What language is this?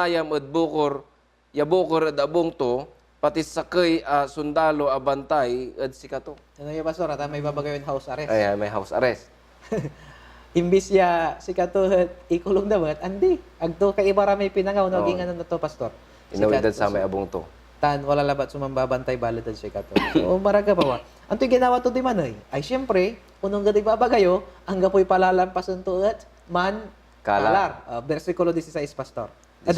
Pangasinan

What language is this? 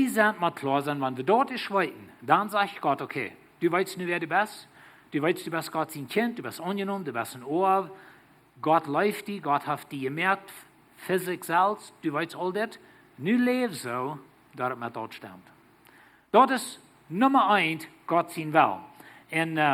Plautdietsch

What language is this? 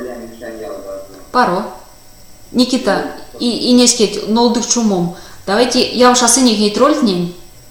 Erzya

